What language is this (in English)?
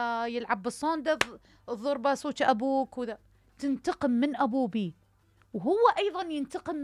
Mesopotamian Arabic